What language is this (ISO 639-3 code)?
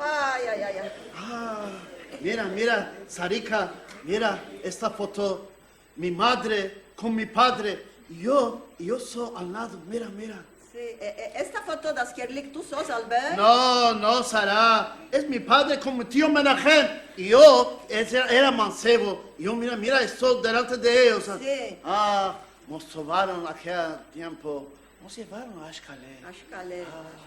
lad